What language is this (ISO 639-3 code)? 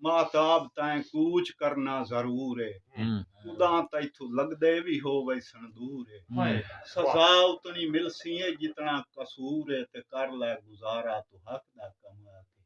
skr